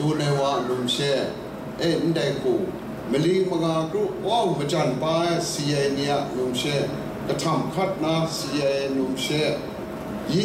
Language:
Kachin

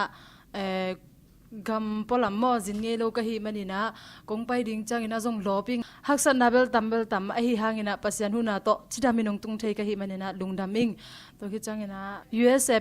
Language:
Tedim Chin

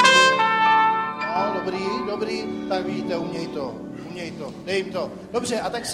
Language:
Czech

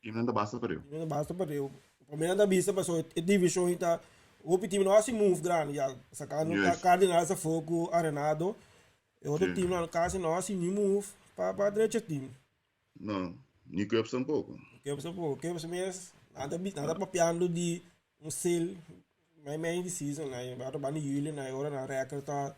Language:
Papiamento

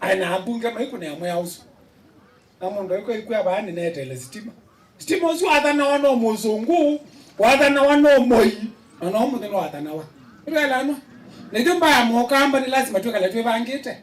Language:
Kamba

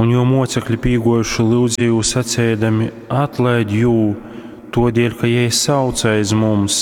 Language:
Latgalian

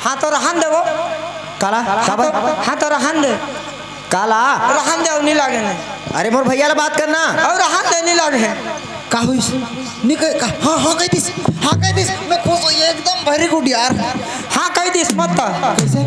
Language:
Chhattisgarhi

